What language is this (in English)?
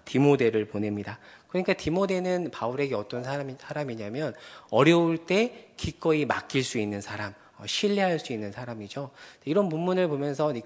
Korean